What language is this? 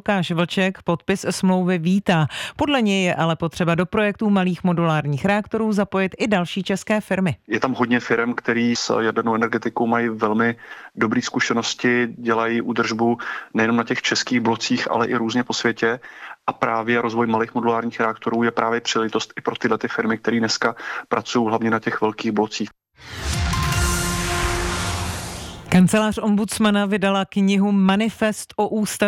Czech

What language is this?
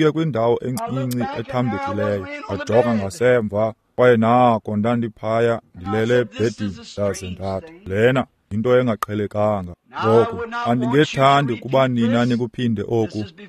Xhosa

